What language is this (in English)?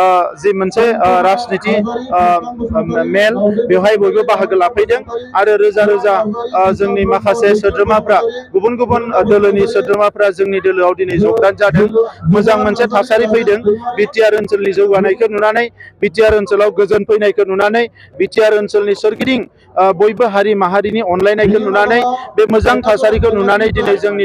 Bodo